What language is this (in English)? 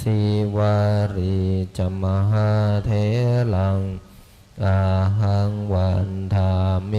Pali